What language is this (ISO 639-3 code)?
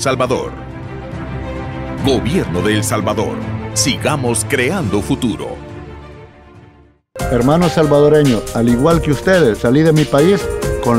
spa